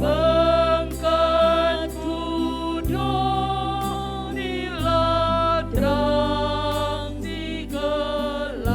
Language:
Batak Karo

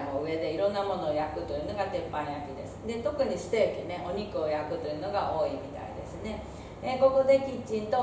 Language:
Japanese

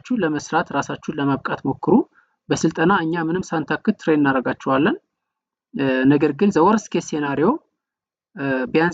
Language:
Amharic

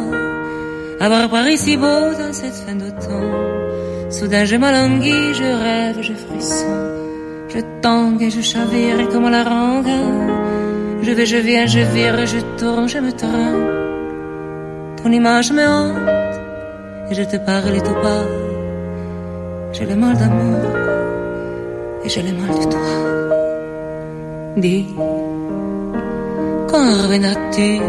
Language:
French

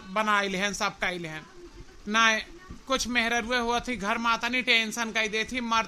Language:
Awadhi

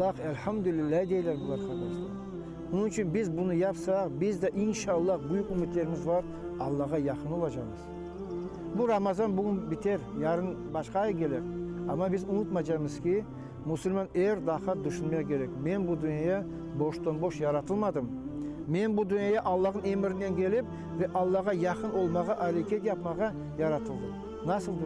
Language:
Crimean Tatar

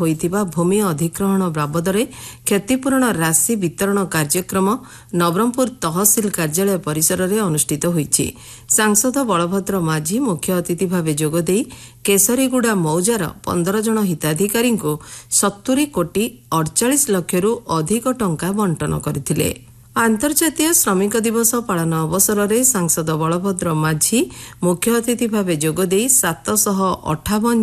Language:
Odia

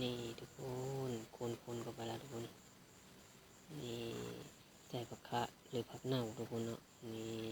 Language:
Lao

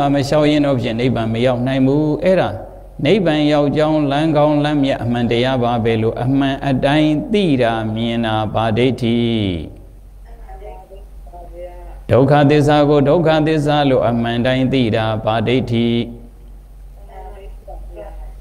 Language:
Burmese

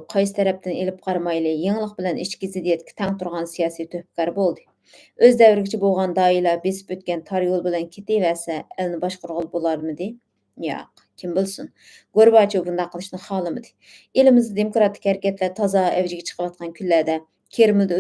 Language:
Uyghur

